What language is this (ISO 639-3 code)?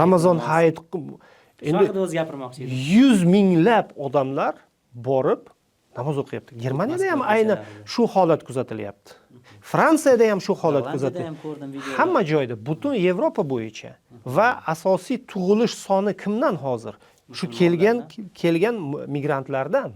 uzb